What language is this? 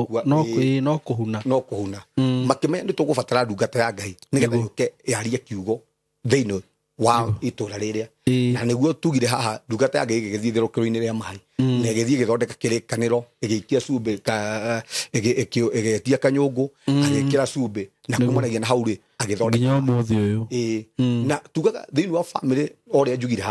Kikuyu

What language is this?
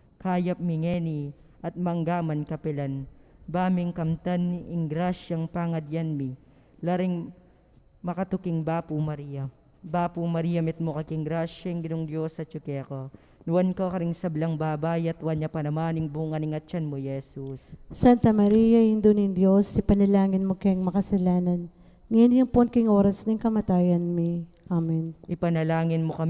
Pampanga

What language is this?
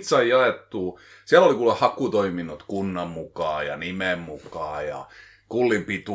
Finnish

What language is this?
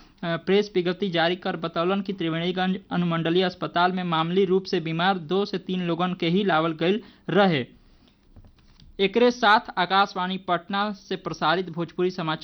Bhojpuri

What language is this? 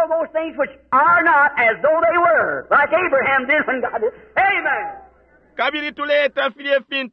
Bemba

